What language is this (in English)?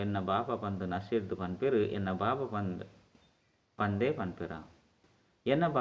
Tulu